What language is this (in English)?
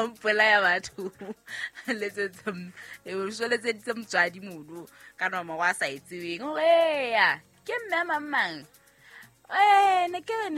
Southern Sotho